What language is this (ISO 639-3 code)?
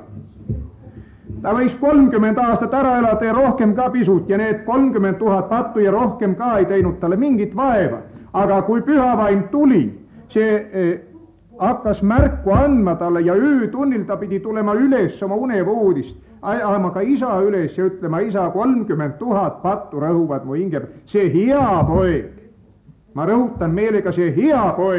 est